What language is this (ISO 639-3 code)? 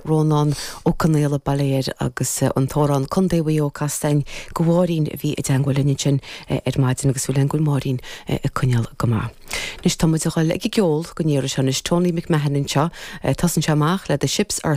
gle